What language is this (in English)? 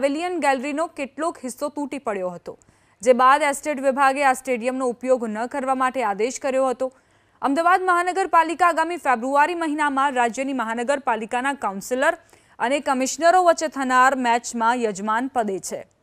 Gujarati